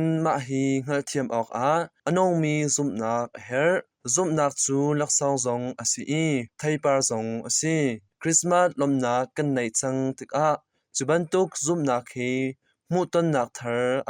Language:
Hakha Chin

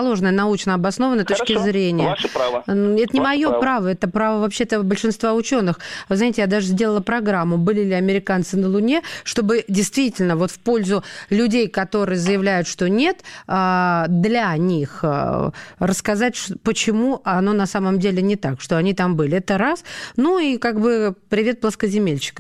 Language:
Russian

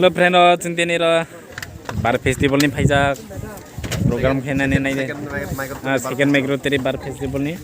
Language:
Kok Borok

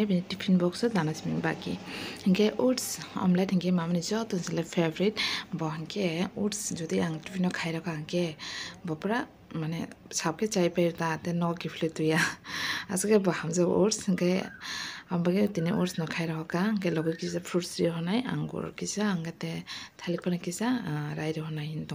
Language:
Kok Borok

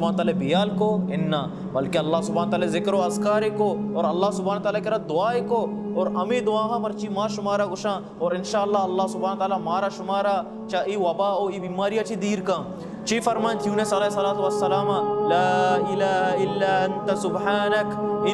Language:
Baluchi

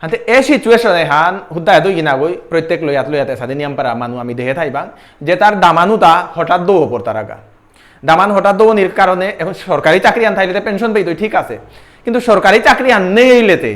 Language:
Bishnupriya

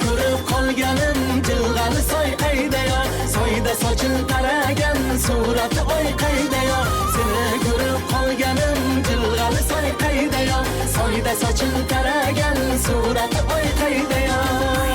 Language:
Kara-Kalpak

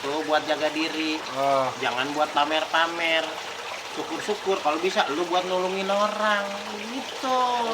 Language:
Betawi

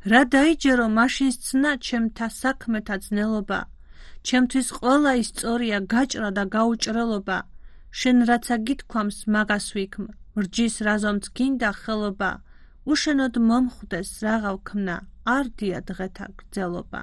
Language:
Georgian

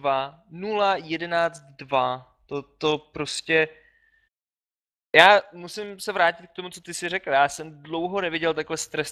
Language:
Czech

